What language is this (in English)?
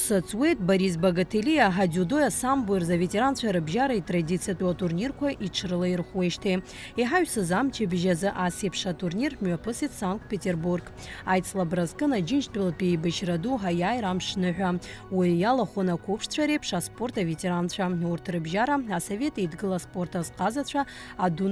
Abkhazian